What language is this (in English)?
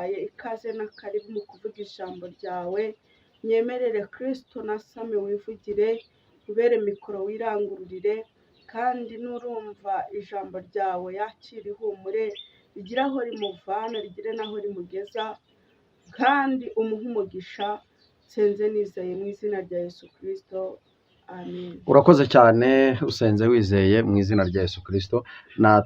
Kinyarwanda